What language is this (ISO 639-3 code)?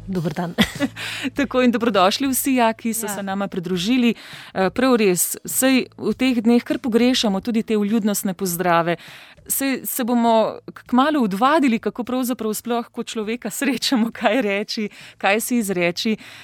slv